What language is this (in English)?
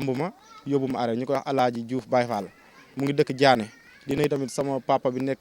Wolof